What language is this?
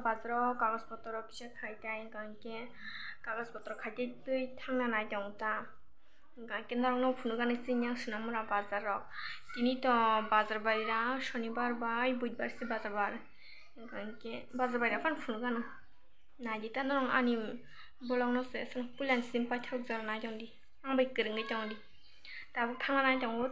Kok Borok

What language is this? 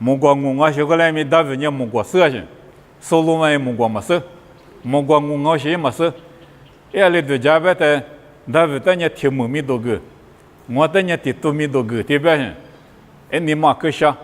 Lisu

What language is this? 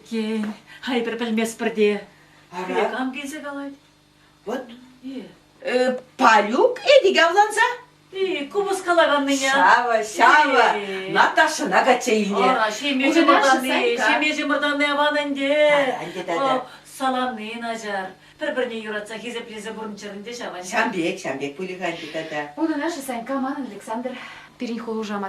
Chuvash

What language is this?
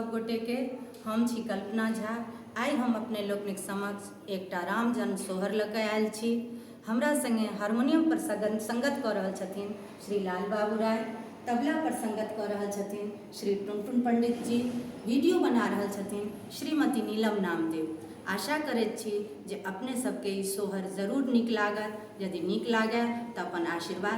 Maithili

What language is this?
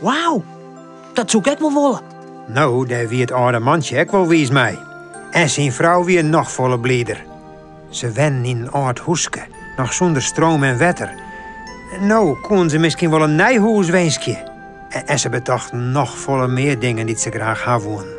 Western Frisian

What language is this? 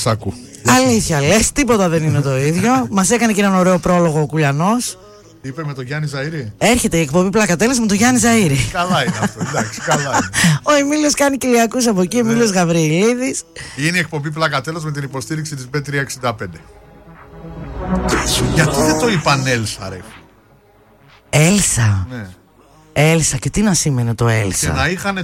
Greek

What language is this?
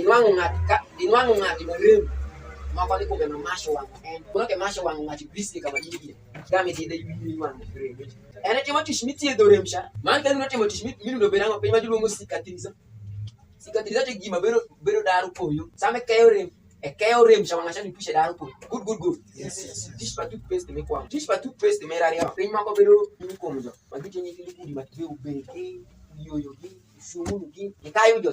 Alur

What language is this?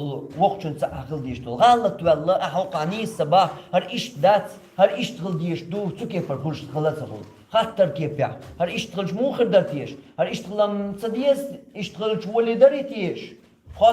Chechen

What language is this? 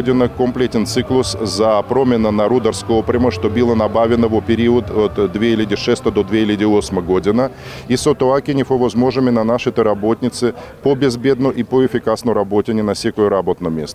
Macedonian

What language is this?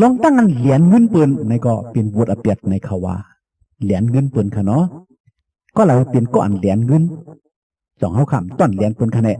Shan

